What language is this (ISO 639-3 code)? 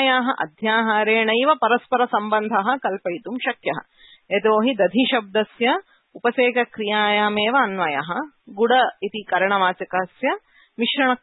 san